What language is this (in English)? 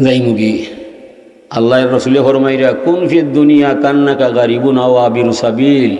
Sylheti